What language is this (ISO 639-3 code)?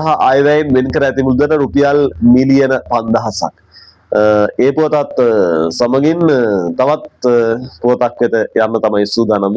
sin